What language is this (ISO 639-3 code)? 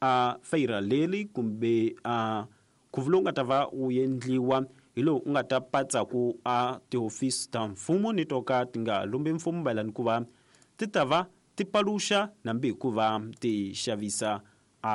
tso